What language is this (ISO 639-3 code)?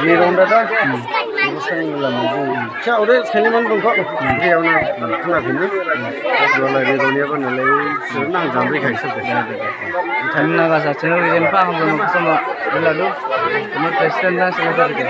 dis